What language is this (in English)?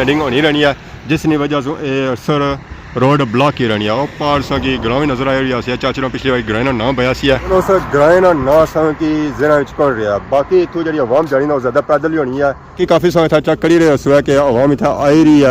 Pahari-Potwari